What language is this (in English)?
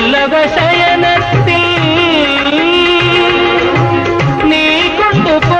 Malayalam